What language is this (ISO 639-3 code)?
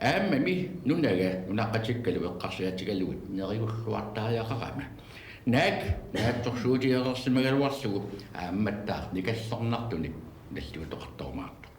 kal